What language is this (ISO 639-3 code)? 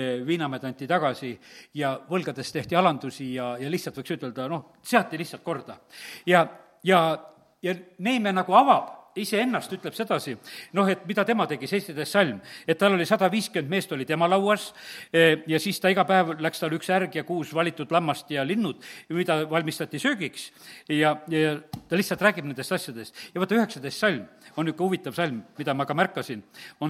est